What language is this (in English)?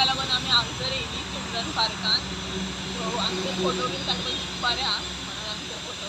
Konkani